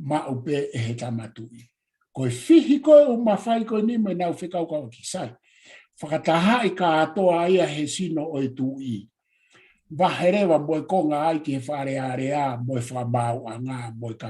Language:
Tongan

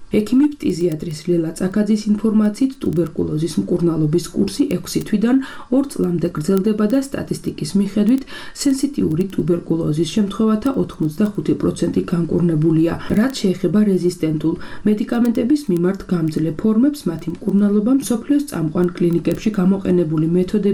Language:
Georgian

